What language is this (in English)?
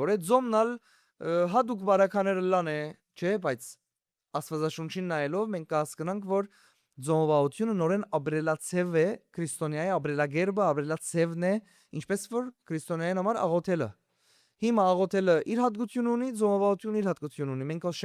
Western Armenian